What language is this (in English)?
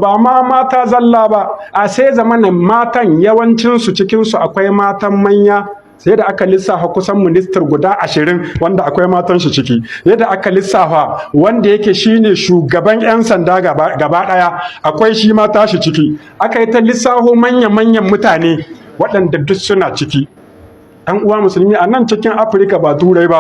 Hausa